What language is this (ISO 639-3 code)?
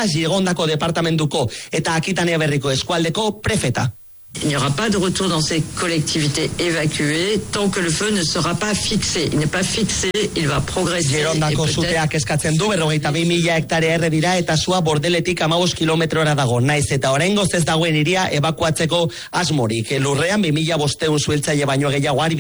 eus